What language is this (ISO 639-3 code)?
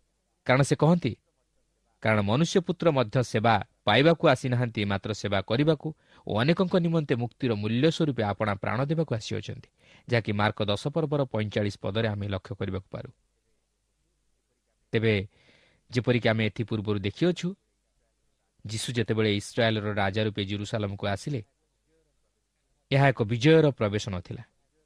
ori